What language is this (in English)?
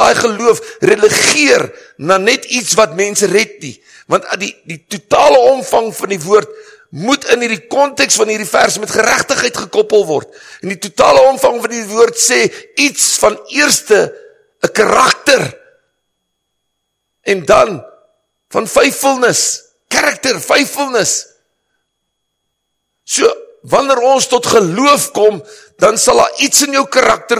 Afrikaans